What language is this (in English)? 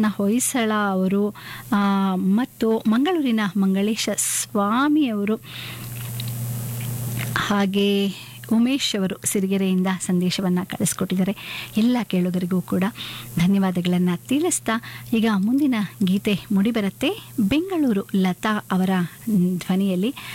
Kannada